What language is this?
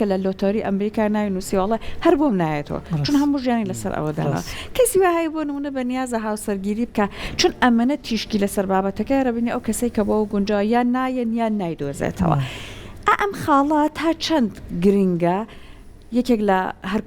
Central Kurdish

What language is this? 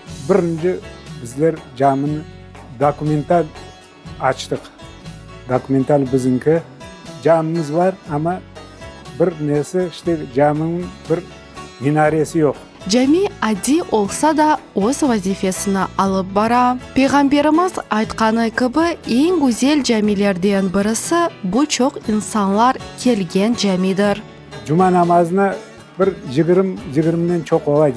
Crimean Tatar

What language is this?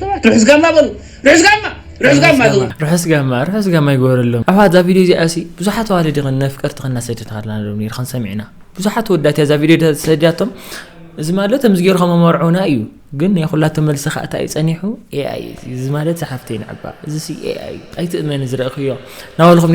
Tigrinya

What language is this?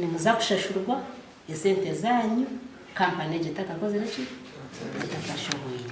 Nyankole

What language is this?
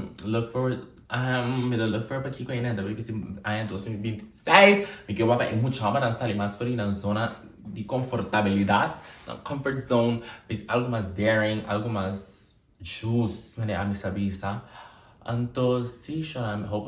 Papiamento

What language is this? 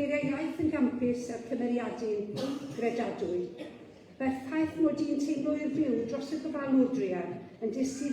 Welsh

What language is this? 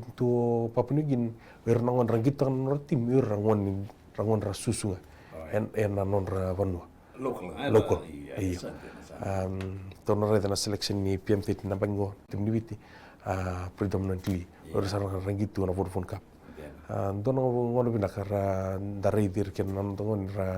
Fijian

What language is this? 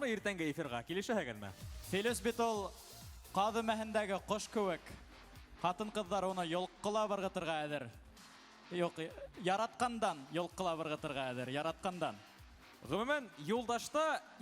Bashkir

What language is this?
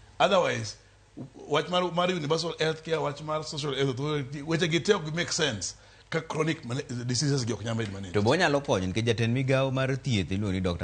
Luo (Kenya and Tanzania)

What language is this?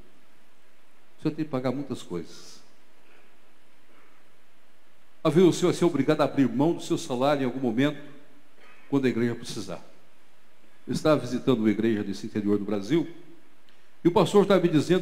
Portuguese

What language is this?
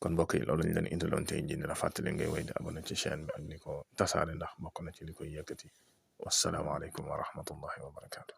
Wolof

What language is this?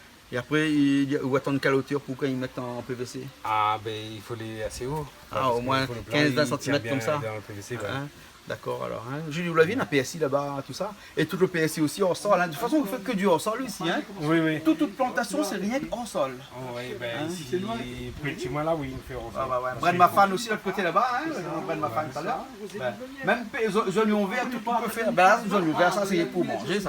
Réunion Creole French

